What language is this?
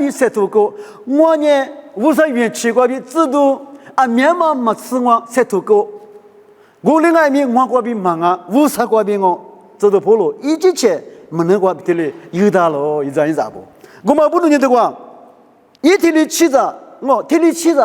Lisu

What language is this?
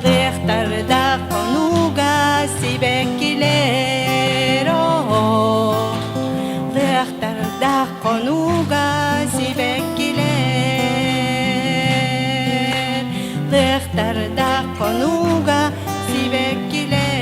Yakut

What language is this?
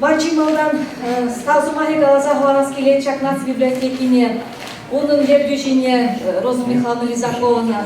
Chuvash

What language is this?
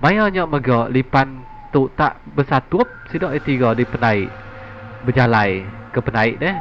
Iban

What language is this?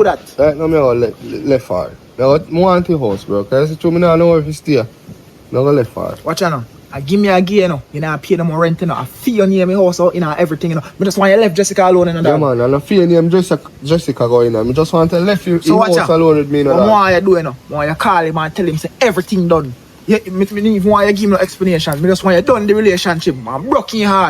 Jamaican Creole English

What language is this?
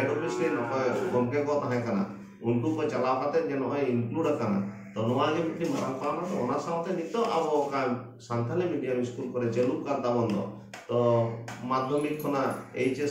Santali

